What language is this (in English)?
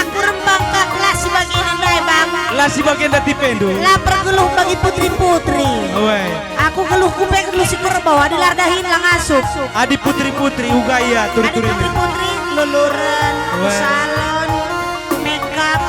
Batak Karo